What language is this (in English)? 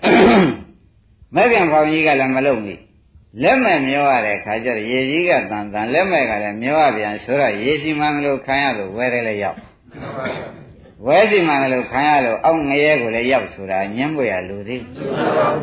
Burmese